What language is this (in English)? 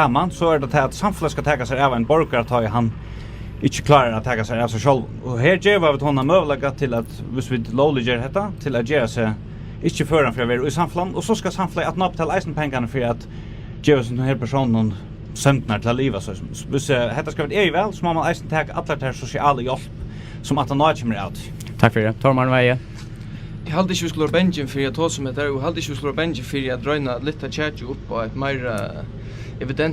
Faroese